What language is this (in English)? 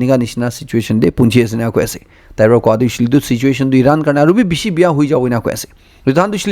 Naga Pidgin